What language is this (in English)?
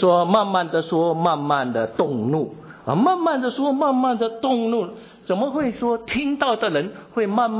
Chinese